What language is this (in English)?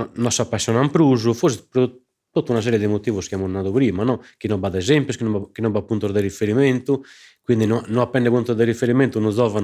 Sardinian